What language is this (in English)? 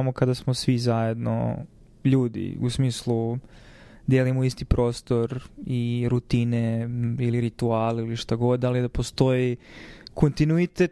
Serbian